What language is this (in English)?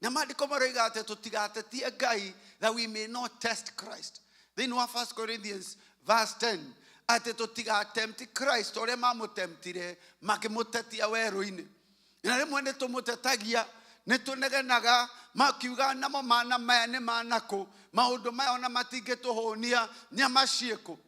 Kikuyu